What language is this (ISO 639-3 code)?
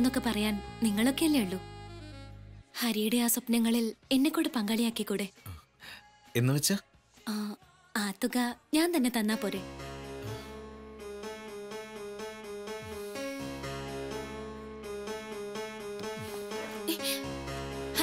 mal